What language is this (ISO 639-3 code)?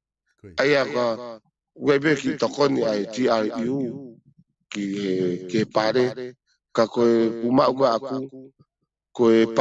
ton